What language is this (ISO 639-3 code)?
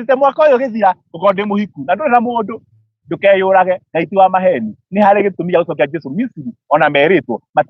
kik